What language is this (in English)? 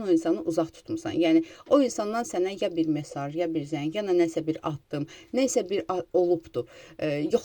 Azerbaijani